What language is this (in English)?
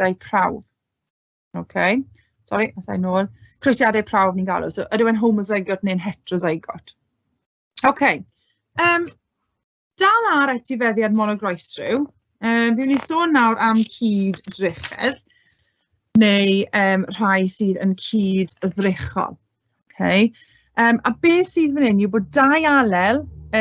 Welsh